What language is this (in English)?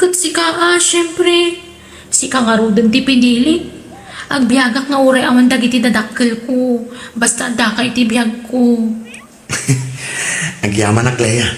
Iloko